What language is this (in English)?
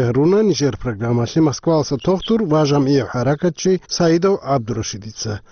Avaric